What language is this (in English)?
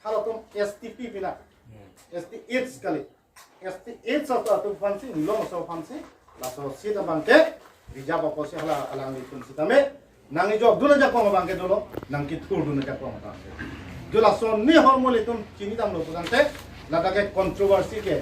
Karbi